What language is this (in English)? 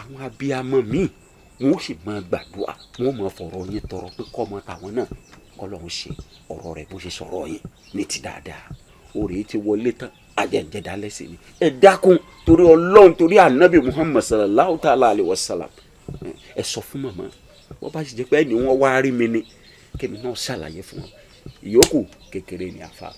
Yoruba